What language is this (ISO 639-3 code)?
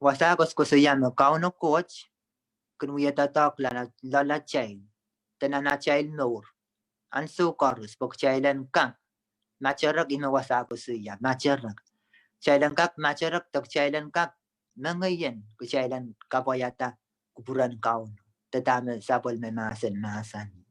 pon